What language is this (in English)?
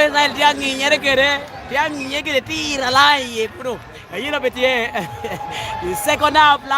Lango (Uganda)